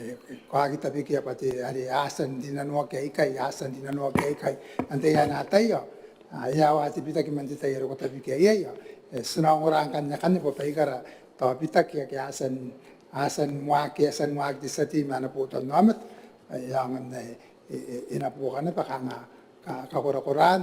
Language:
Gilbertese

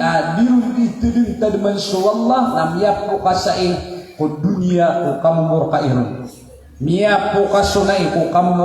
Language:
Maranao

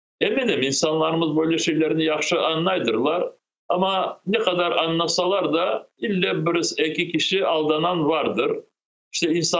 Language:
Crimean Tatar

